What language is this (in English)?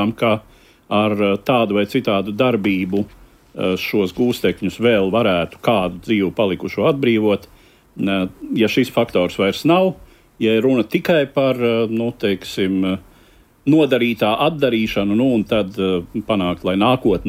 Latvian